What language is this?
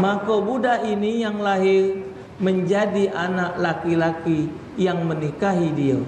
Musi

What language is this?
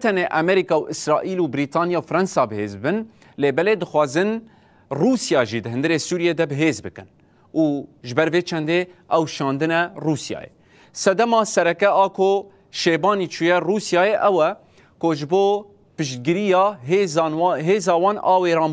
Kurdish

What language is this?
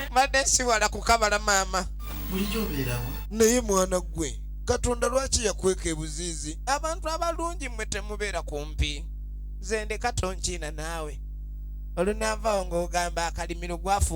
Ganda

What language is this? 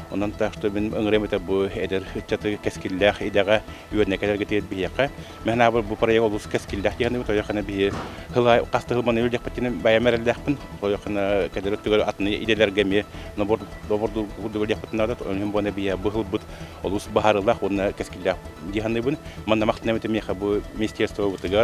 Yakut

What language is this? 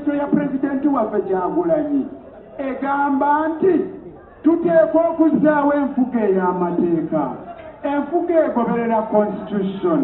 Ganda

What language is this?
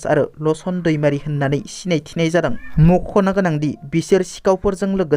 Bodo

